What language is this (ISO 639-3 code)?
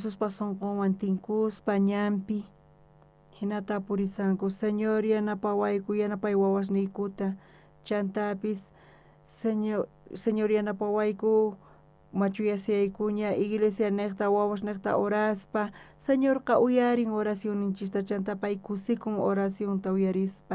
quh